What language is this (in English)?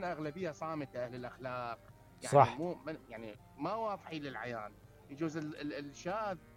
Mesopotamian Arabic